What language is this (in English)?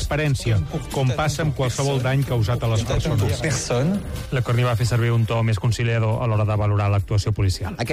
Catalan